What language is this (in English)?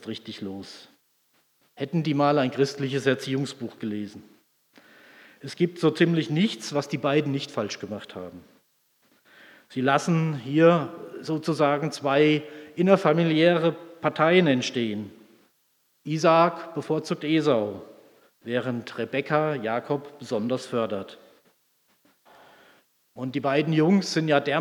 German